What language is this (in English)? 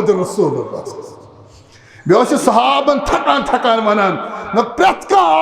Kashmiri